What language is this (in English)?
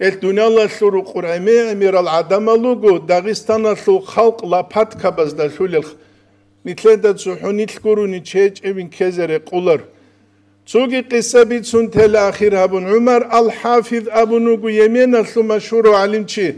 Avaric